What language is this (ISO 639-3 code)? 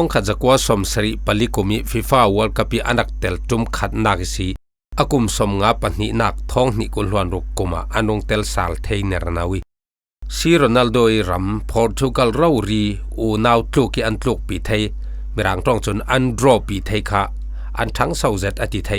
cfm